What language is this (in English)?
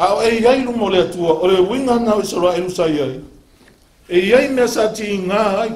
Samoan